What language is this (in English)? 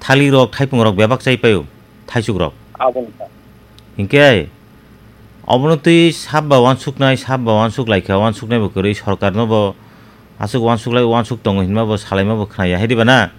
Kok Borok